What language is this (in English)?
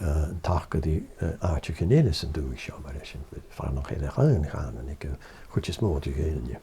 Scottish Gaelic